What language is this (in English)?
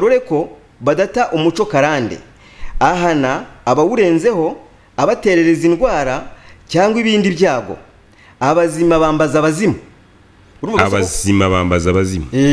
Kinyarwanda